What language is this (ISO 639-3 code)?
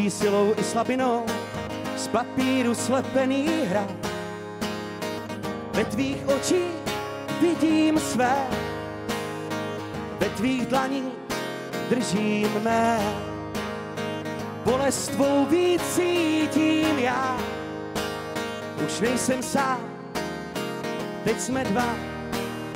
ces